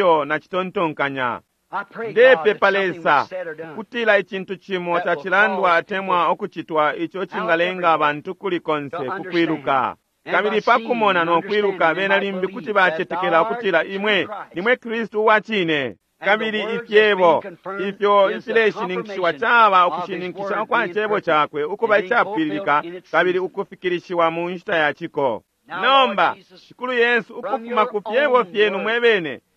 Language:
Bemba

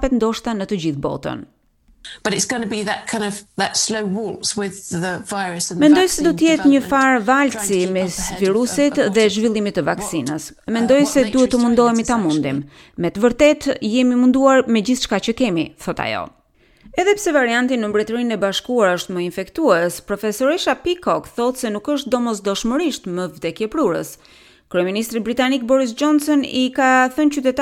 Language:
Albanian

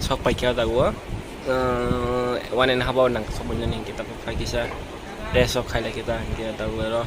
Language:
Kok Borok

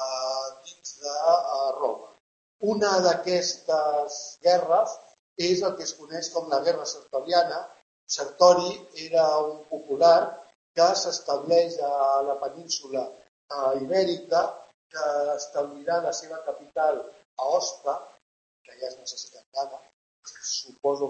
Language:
Catalan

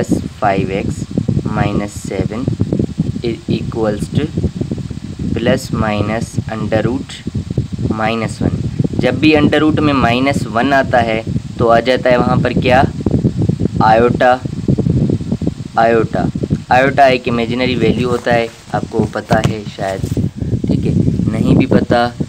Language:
Hindi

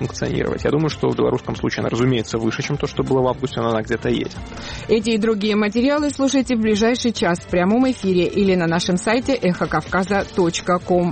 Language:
Russian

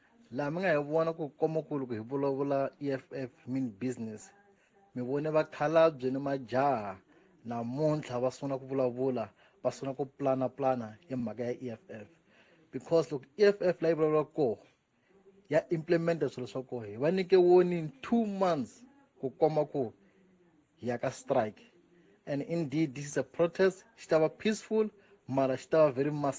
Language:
Tsonga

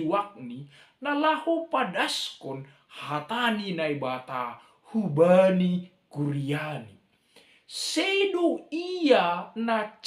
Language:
Batak Simalungun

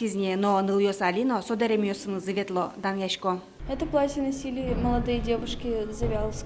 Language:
Udmurt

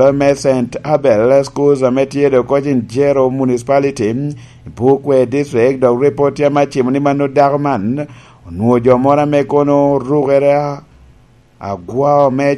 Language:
Lango (Uganda)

